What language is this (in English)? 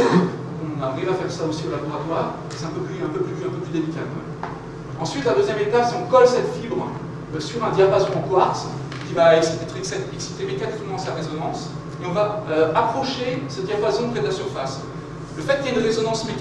French